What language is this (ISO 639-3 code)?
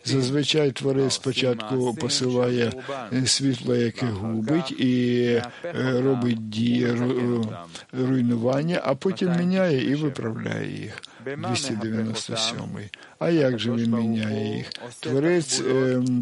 ukr